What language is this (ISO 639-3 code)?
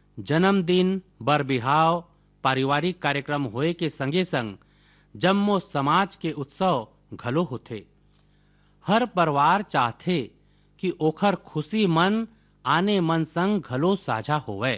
hne